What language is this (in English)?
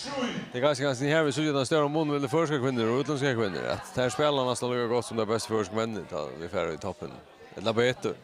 Faroese